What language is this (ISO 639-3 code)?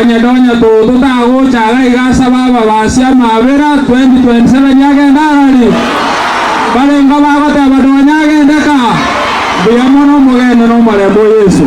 guz